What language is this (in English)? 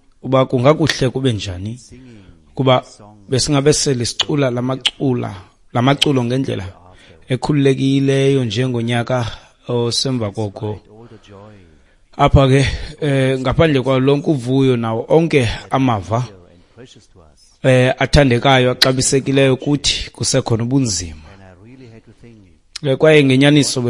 Xhosa